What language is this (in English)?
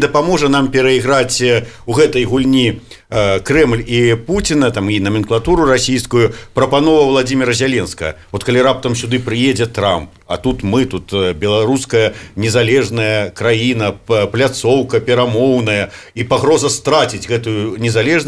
Belarusian